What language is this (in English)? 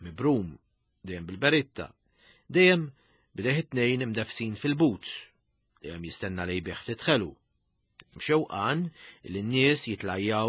Maltese